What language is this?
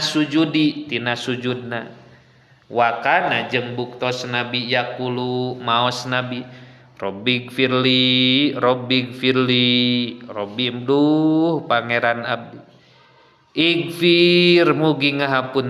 Sundanese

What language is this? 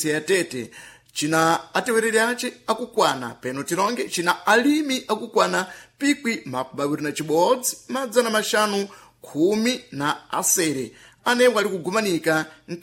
Sena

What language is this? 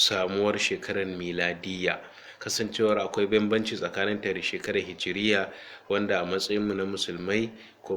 Hausa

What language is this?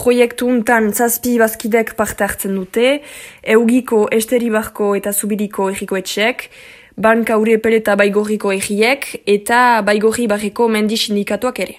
Basque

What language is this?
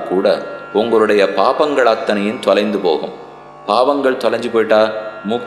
Tamil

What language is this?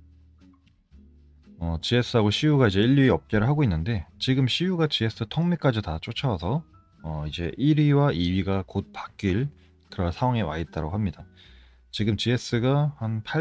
Korean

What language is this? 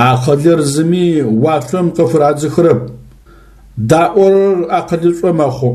Adyghe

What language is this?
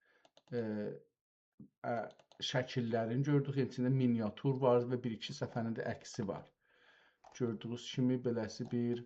South Azerbaijani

